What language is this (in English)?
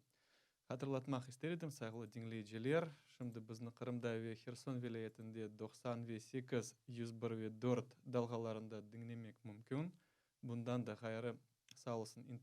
Crimean Tatar